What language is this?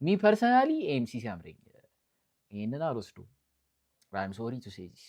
Amharic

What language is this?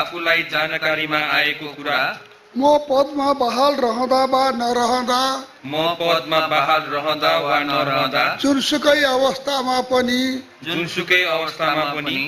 Nepali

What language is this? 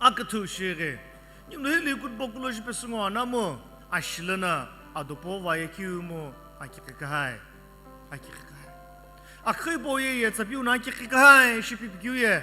Sumi Naga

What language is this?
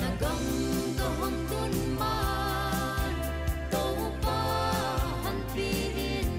Paite Chin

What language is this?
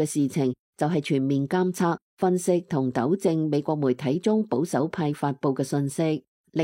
Cantonese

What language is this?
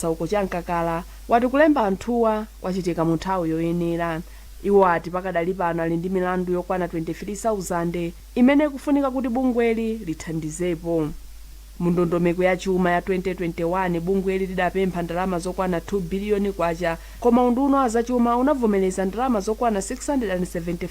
Nyanja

